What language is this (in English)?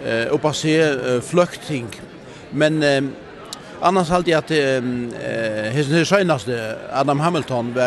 Faroese